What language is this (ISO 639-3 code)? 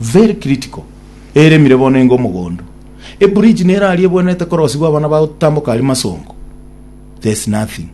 guz